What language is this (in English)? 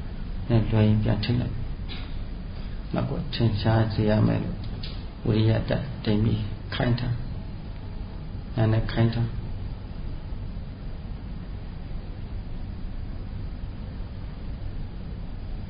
Burmese